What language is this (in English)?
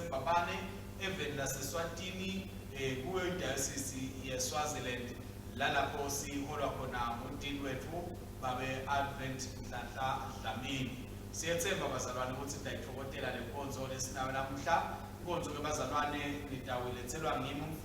Swati